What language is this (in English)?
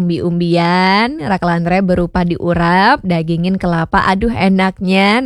Balinese